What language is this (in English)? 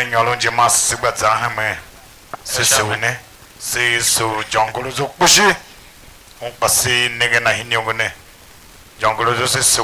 Tiv